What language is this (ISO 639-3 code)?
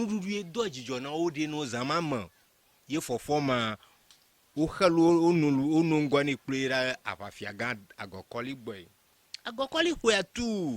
ewe